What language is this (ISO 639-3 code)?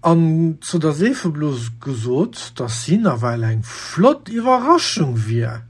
ltz